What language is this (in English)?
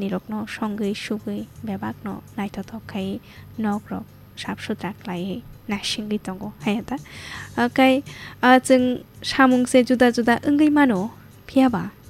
Kok Borok